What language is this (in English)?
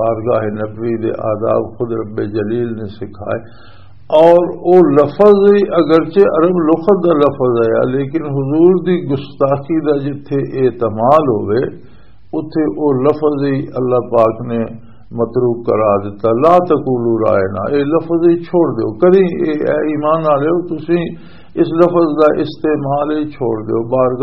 Western Panjabi